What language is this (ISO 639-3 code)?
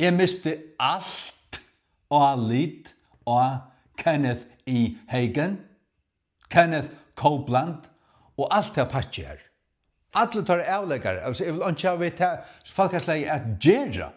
fao